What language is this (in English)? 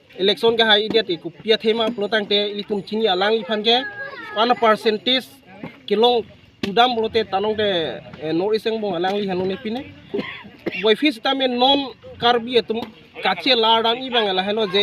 Karbi